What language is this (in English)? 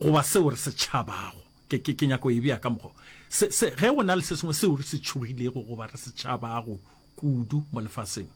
Northern Sotho